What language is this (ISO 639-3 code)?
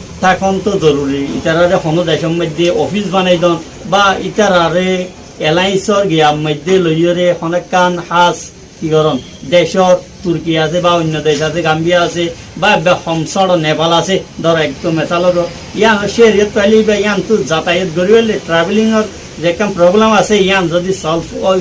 rhg